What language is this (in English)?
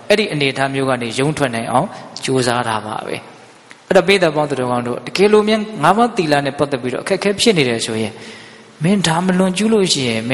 Burmese